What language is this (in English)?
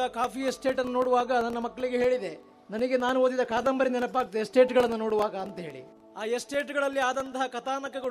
Kannada